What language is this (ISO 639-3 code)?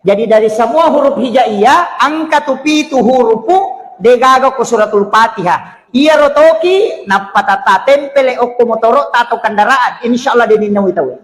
bug